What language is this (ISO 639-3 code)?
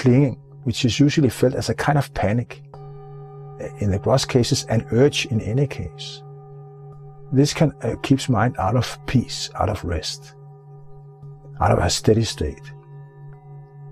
eng